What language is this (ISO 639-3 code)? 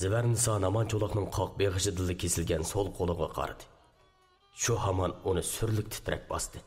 uig